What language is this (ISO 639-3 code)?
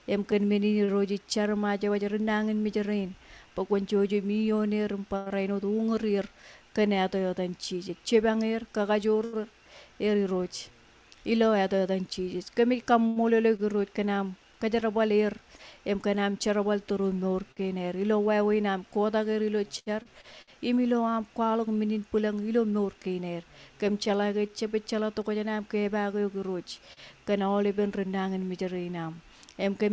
mah